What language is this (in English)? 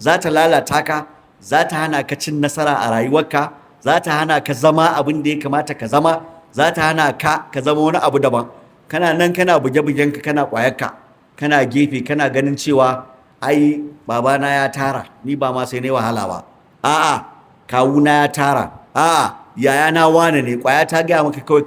Hausa